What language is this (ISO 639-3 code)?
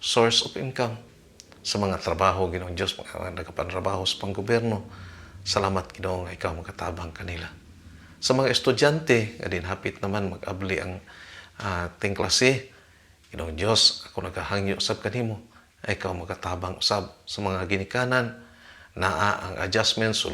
ceb